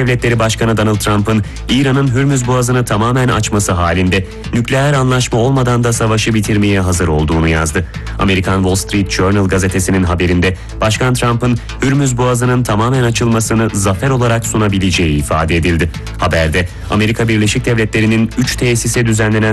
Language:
Turkish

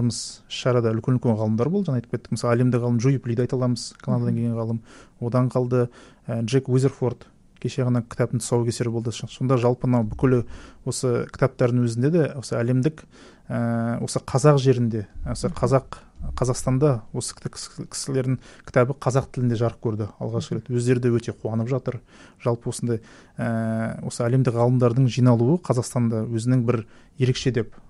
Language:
Kazakh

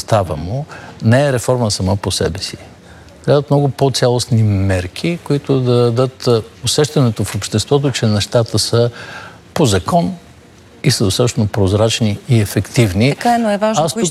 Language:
Bulgarian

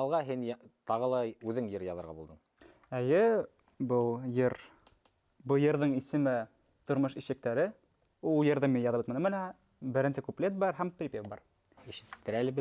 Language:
Bashkir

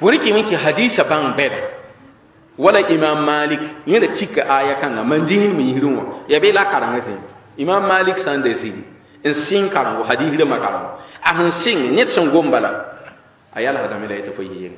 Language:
Mossi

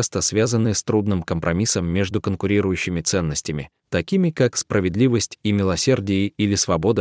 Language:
Russian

